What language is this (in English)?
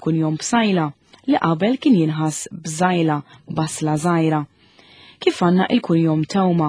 Maltese